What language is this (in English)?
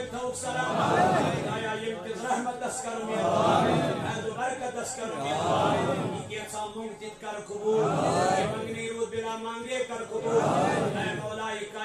Kashmiri